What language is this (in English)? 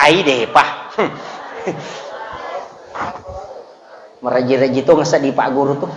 Buginese